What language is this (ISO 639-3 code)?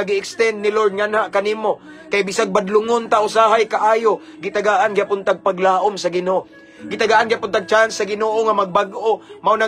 ceb